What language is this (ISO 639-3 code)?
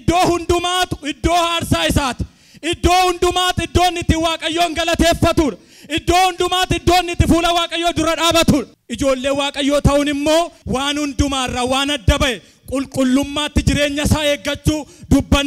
orm